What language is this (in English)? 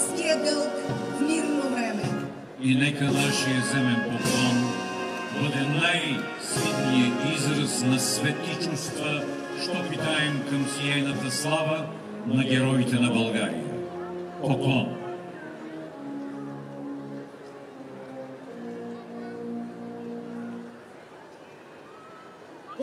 Bulgarian